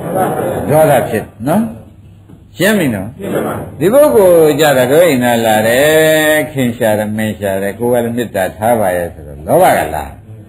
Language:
Burmese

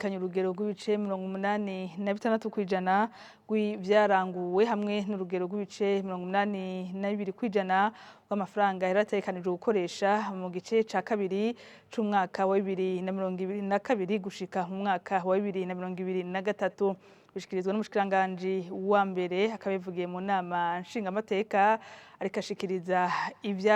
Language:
Rundi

